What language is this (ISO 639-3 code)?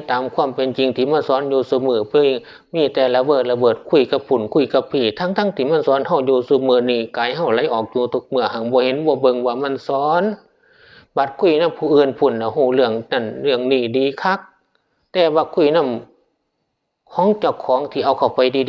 tts